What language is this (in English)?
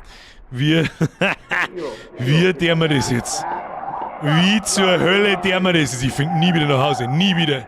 Bavarian